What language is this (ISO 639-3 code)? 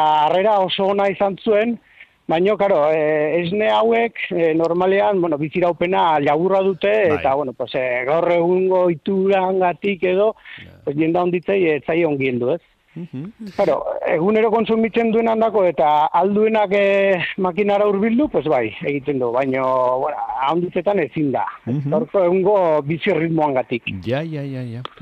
eus